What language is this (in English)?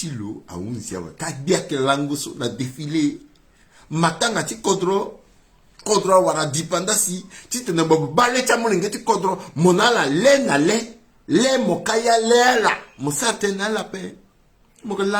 Sango